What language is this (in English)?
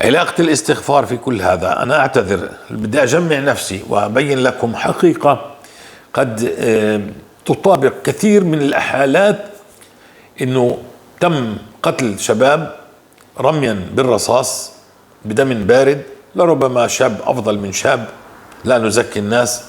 North Levantine Arabic